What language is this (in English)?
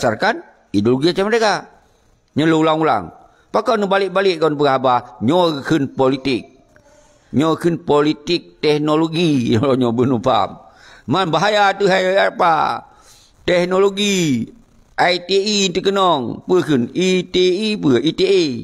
Achinese